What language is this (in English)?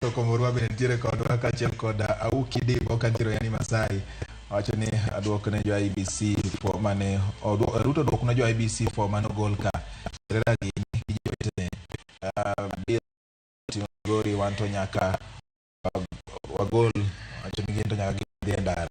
Luo (Kenya and Tanzania)